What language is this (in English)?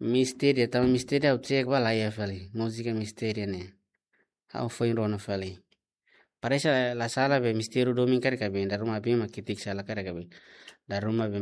Tetum